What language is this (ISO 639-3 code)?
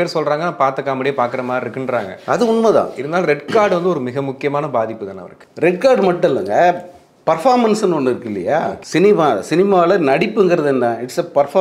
tam